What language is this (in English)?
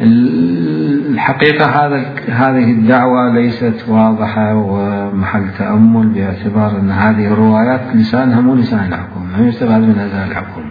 Mesopotamian Arabic